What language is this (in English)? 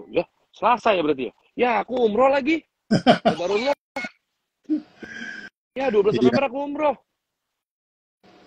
Indonesian